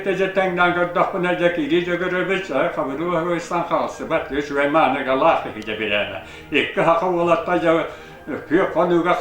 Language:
Yakut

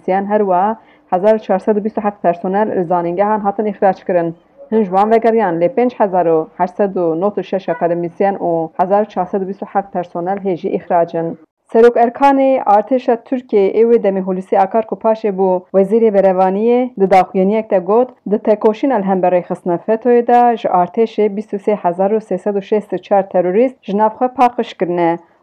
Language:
Kurdish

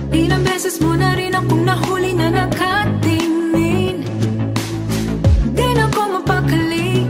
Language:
Filipino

